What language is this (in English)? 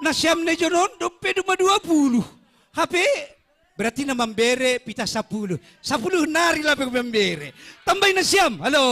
Batak Simalungun